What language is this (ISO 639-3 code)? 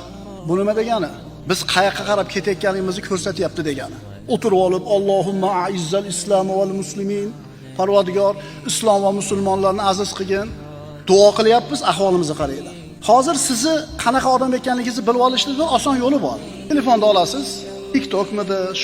uzb